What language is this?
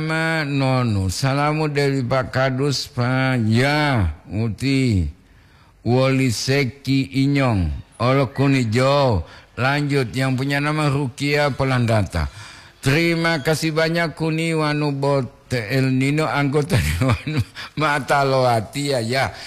Gorontalo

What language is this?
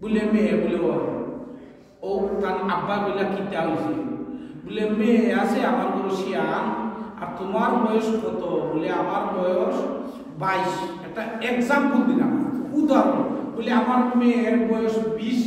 Sylheti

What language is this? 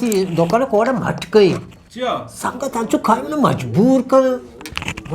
Eastern Balochi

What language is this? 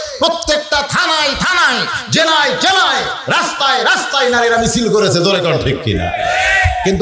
Bangla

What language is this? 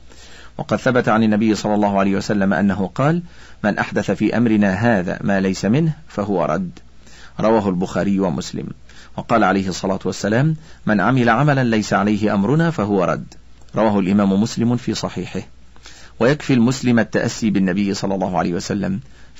Arabic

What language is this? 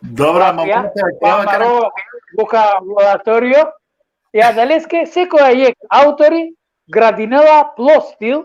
Balkan Romani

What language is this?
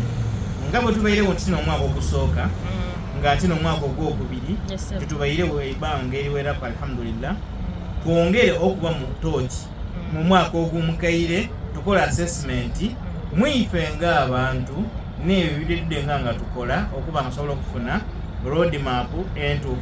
Soga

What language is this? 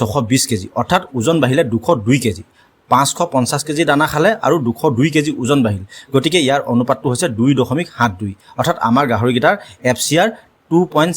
Assamese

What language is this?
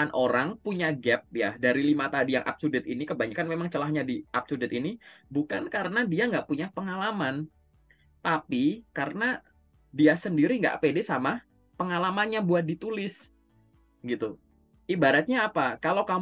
Indonesian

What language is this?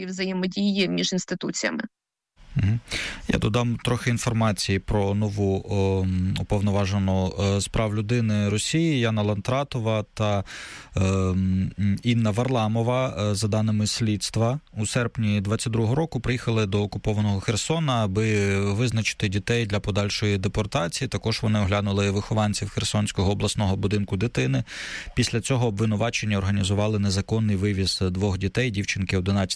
Ukrainian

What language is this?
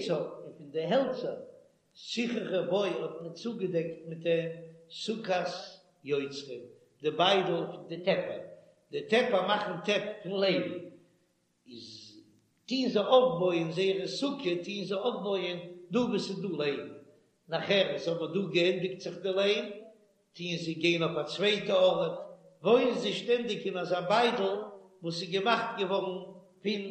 Yiddish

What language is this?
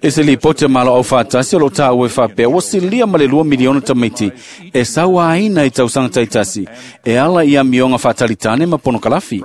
Samoan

